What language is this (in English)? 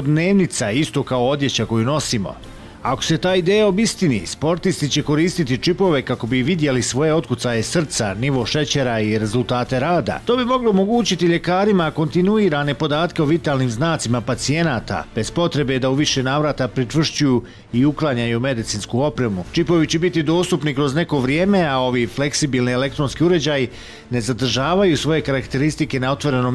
Bosnian